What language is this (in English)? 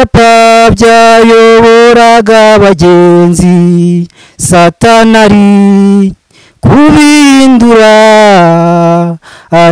Kinyarwanda